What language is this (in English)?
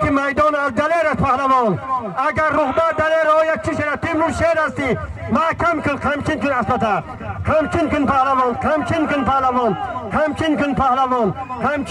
Tajik